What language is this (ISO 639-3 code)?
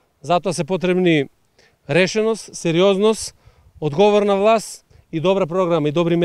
mkd